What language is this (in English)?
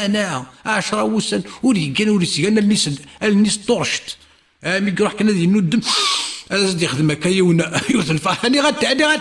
Kabyle